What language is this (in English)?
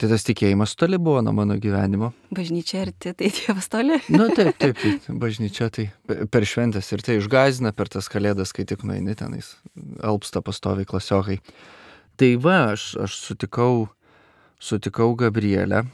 Lithuanian